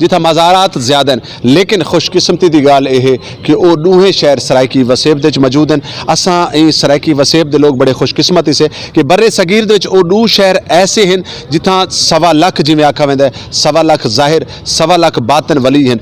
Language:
Saraiki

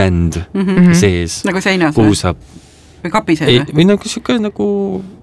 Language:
Estonian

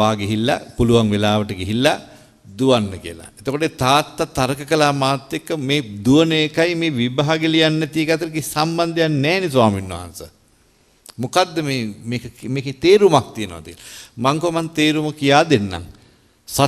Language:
Sinhala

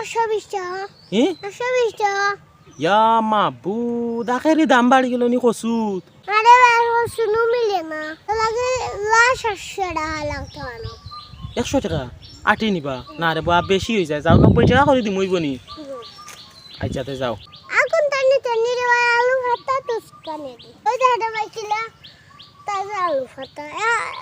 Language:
Sylheti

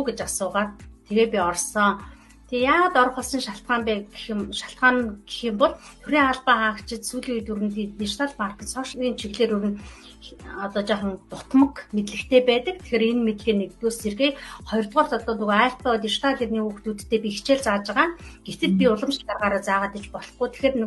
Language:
Mongolian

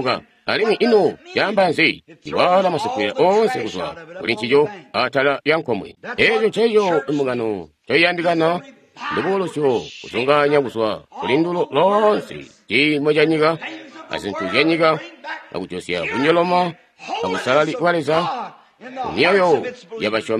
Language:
Tonga (Zambia)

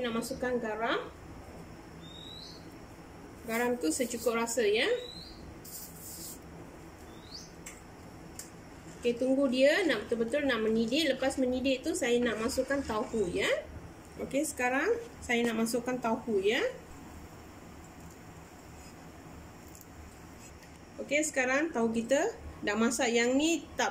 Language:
Malay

